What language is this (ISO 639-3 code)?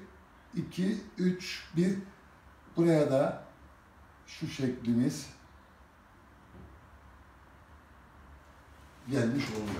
tur